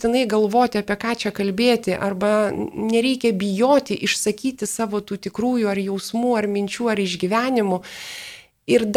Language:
Lithuanian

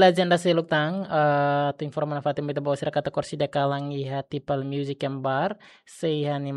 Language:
Tetum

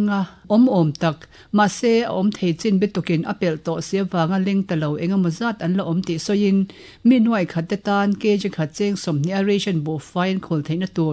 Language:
Mizo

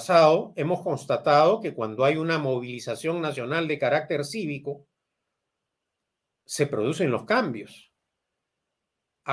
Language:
Spanish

